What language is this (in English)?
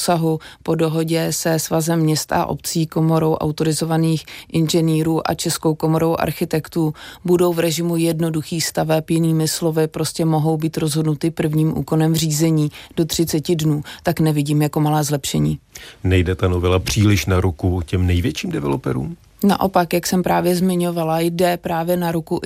Czech